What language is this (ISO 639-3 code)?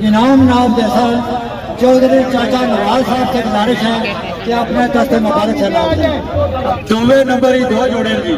phr